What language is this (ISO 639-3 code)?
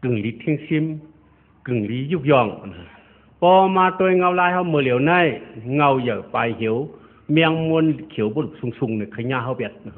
shn